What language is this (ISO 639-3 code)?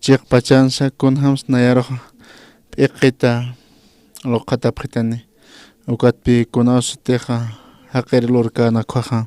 aym